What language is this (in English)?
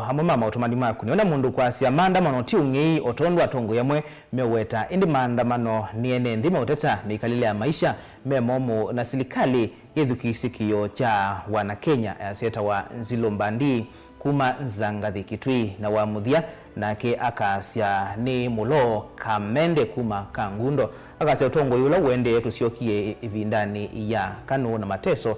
Kamba